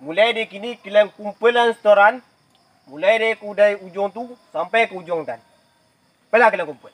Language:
Minangkabau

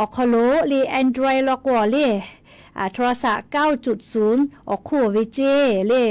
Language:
Lahu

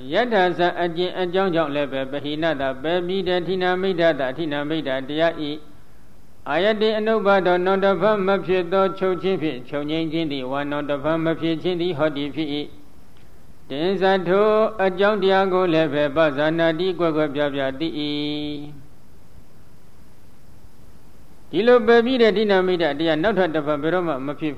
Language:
Burmese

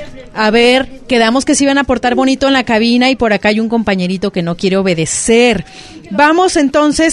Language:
Spanish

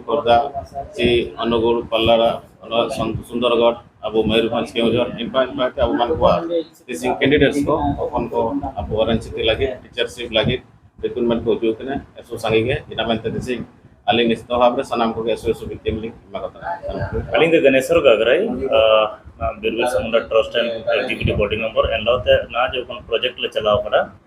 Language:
Santali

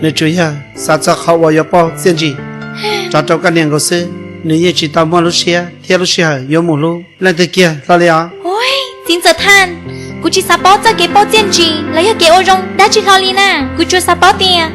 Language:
Hmong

